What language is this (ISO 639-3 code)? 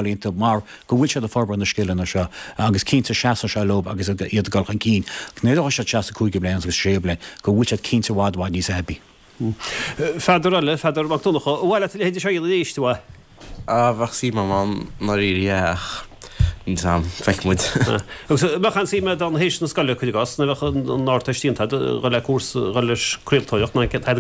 gle